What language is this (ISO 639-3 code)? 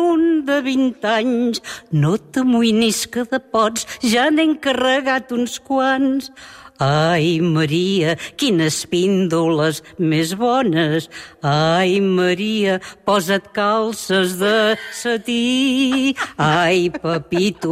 cat